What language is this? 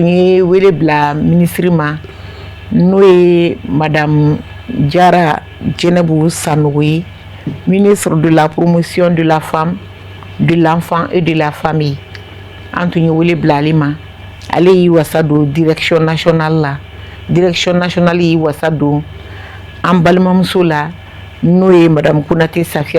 Bambara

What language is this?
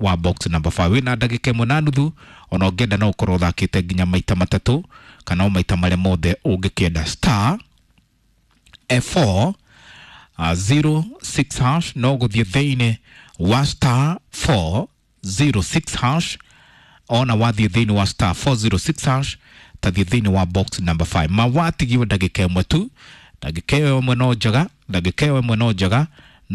Kikuyu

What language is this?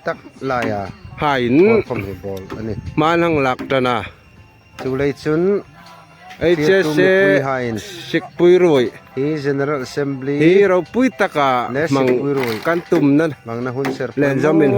Hmar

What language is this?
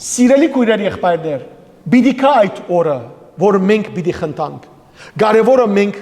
Western Armenian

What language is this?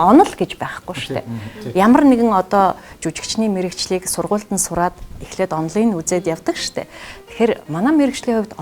Mongolian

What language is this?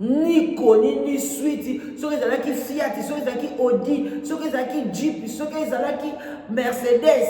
Lingala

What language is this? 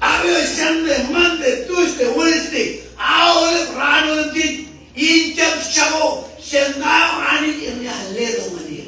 Marshallese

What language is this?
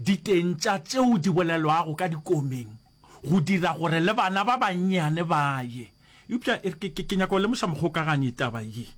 Northern Sotho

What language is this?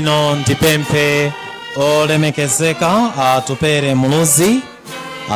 Nyanja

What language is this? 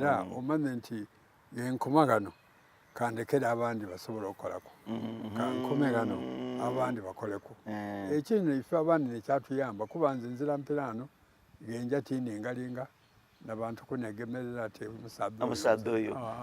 Soga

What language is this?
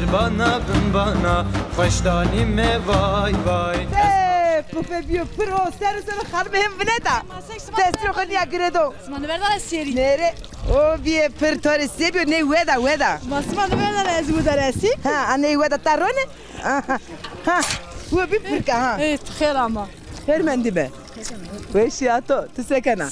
Zaza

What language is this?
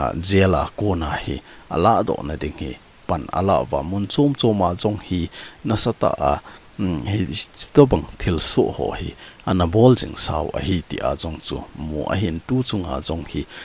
Thado Chin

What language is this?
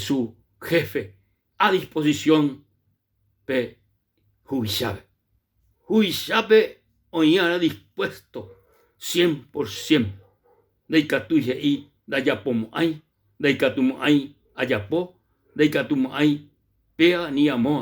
Guarani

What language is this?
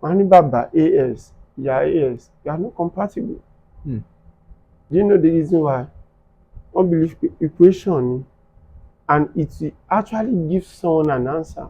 Yoruba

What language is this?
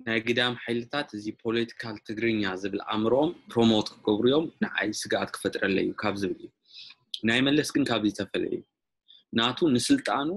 Tigrinya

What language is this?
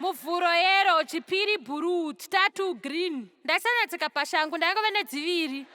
Shona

